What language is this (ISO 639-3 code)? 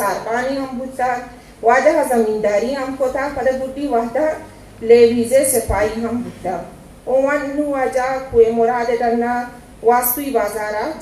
bgp